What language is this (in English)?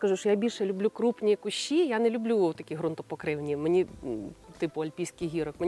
Ukrainian